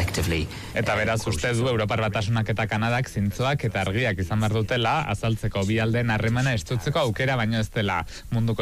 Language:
Basque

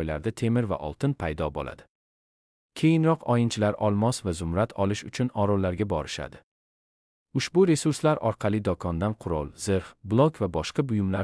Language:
Uzbek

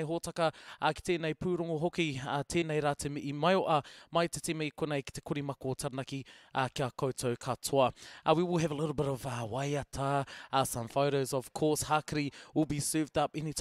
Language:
Māori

